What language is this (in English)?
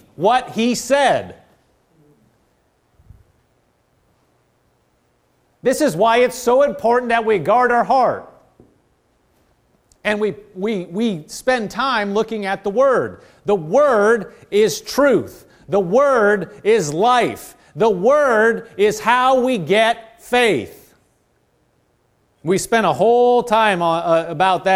English